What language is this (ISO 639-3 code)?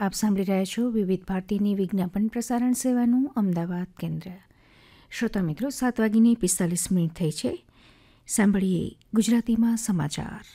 guj